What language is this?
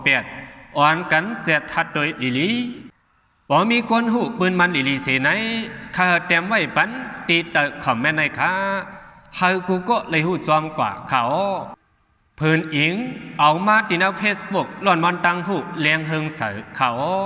Shan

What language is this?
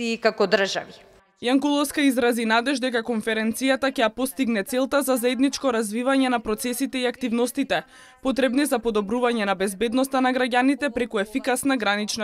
Macedonian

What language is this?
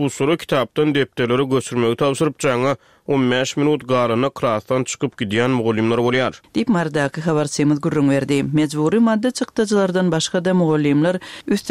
Turkmen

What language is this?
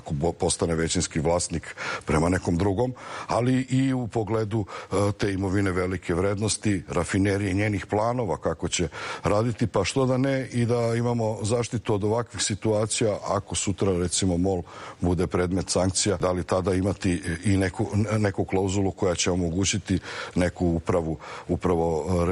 Serbian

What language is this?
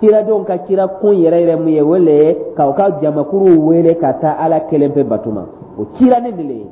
Dyula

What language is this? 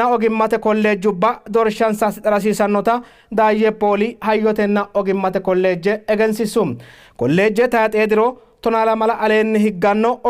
Sidamo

